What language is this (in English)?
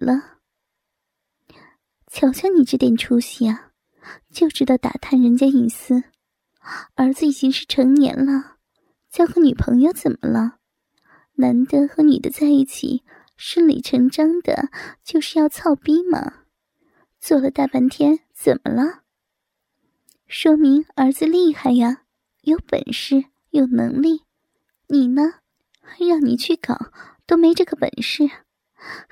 Chinese